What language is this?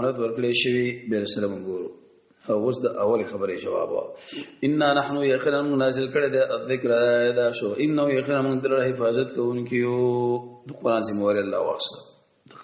Pashto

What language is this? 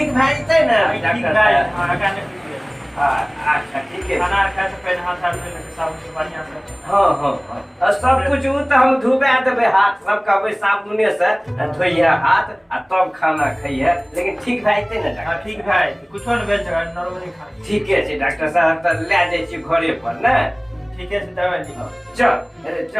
Maithili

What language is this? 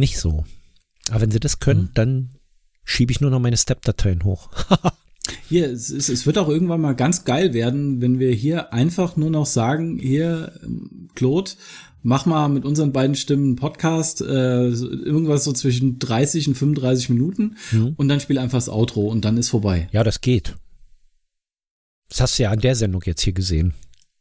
German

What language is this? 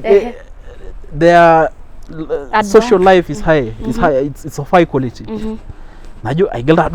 Masai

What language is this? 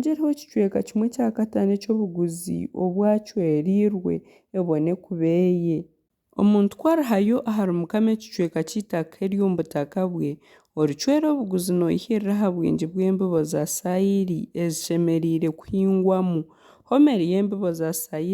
Nyankole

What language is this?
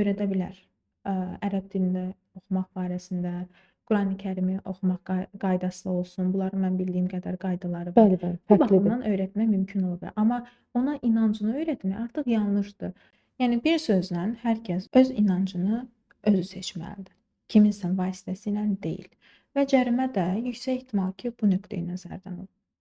Azerbaijani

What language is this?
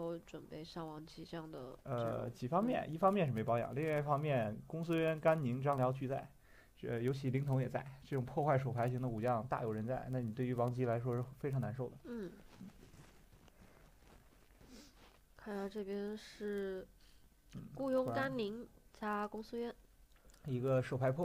Chinese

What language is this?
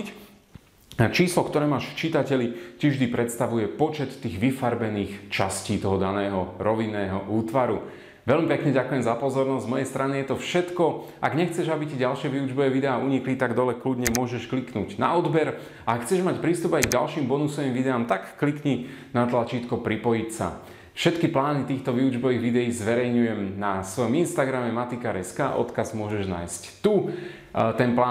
Slovak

